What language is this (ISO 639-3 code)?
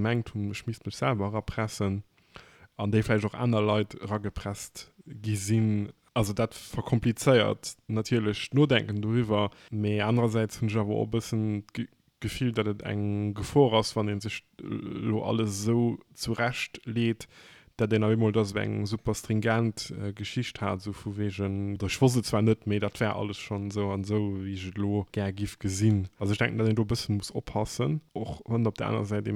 ltz